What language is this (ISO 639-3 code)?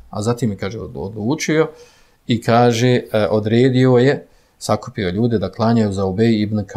bos